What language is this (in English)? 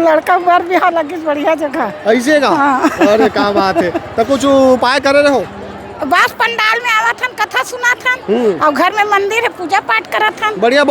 Chhattisgarhi